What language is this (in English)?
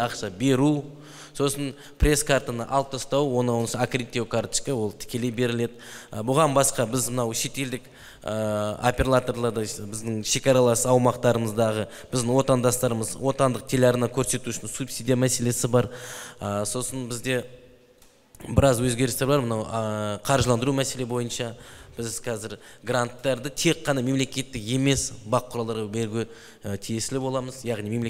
Kazakh